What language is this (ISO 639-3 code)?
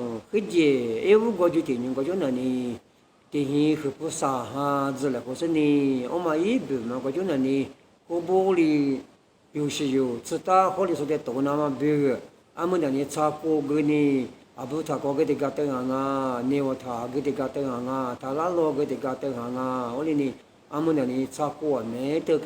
lis